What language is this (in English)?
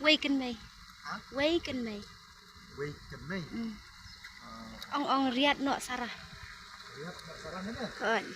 Khasi